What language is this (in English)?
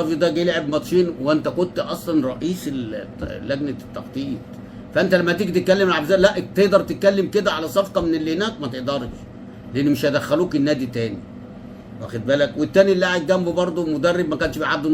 Egyptian Arabic